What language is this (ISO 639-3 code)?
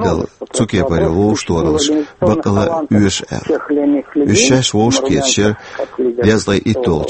che